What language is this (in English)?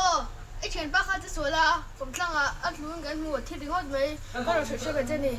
Mizo